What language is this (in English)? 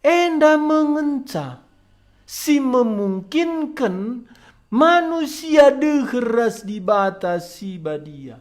Batak Karo